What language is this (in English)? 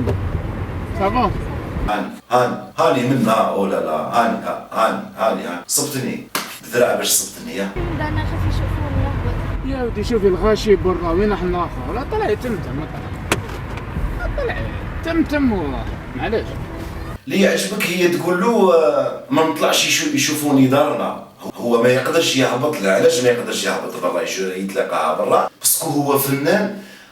Algerian Arabic